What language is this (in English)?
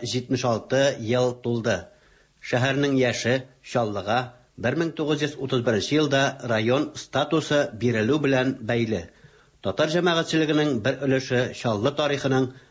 Tatar